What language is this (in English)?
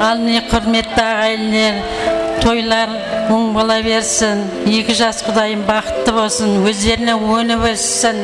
Kara-Kalpak